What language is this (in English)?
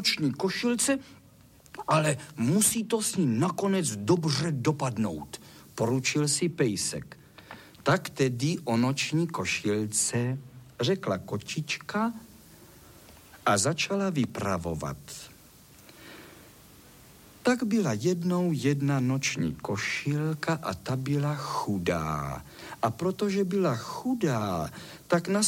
Czech